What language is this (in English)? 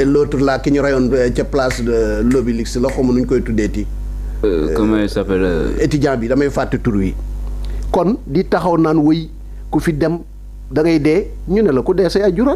Wolof